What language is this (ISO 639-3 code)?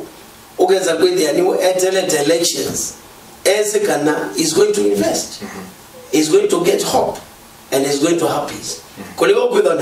kam